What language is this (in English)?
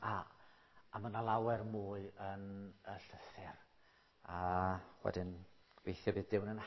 Welsh